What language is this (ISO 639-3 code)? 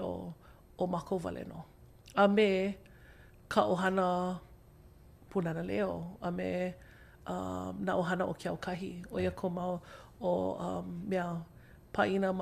haw